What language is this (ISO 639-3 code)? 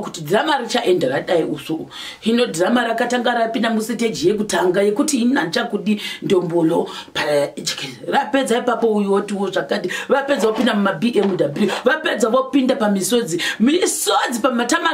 sna